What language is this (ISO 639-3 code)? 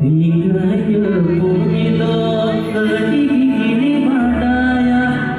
sat